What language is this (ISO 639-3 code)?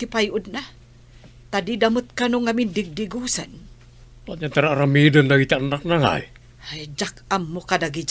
ilo